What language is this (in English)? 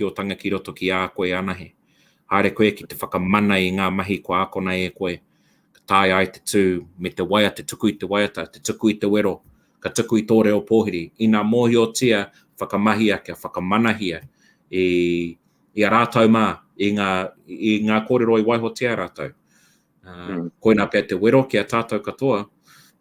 Māori